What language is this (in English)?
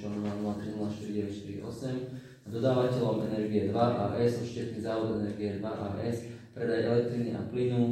Slovak